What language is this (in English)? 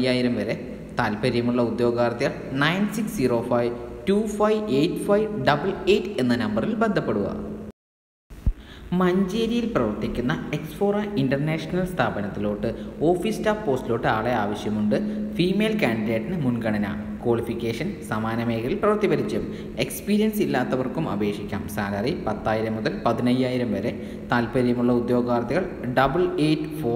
Malayalam